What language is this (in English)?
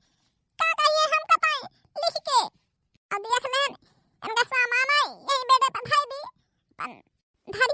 Awadhi